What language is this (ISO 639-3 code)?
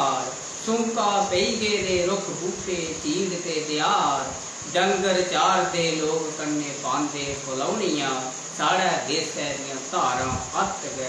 doi